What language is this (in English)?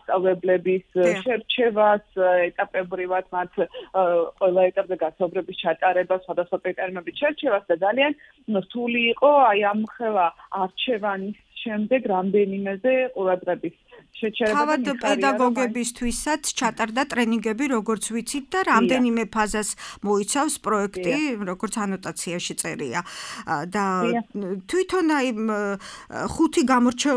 Georgian